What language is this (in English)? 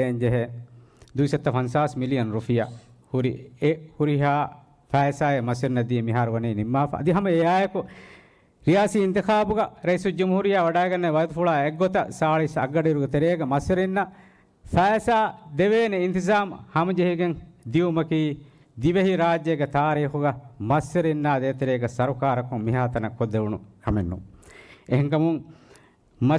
Divehi